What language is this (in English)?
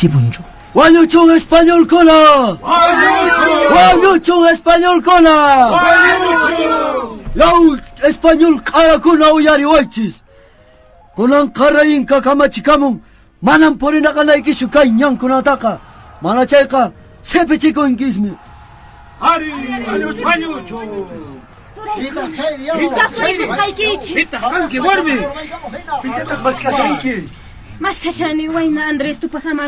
Quechua